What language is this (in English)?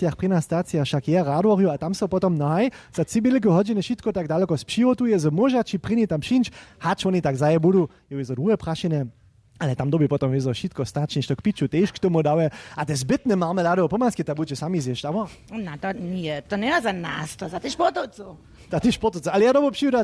Upper Sorbian